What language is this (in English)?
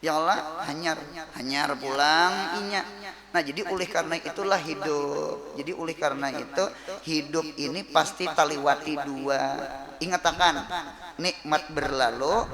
Banjar